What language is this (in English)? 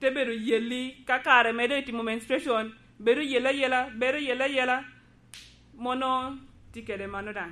Lango (Uganda)